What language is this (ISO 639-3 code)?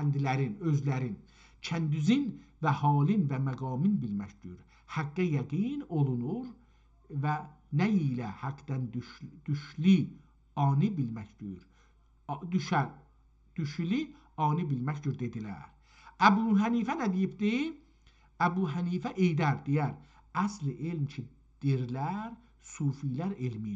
azb